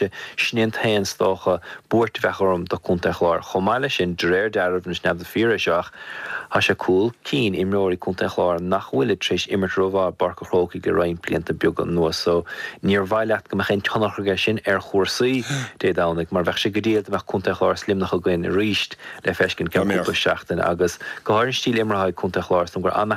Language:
Irish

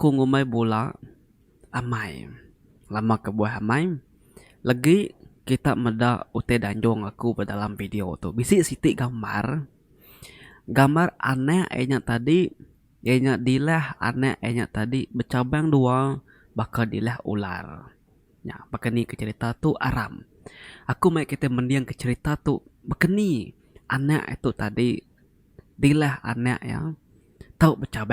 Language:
Iban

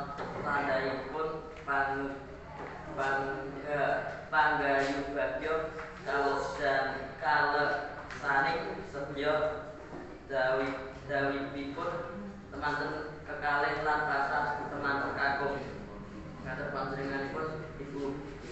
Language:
Javanese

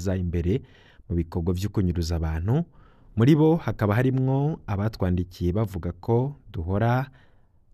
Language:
Rundi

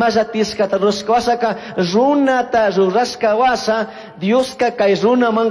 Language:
Chimborazo Highland Quichua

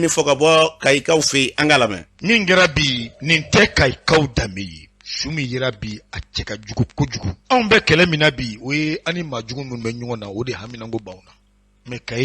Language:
Bambara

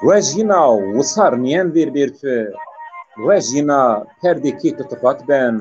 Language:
Zaza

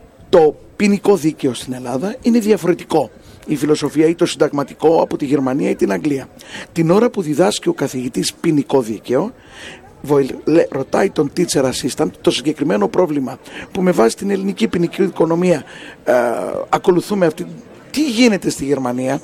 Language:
Greek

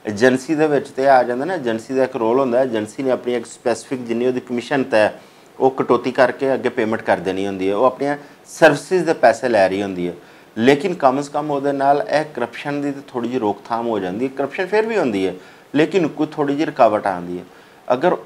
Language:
Western Panjabi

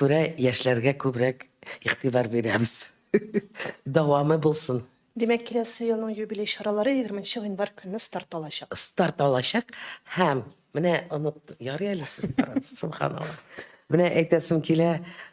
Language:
Tatar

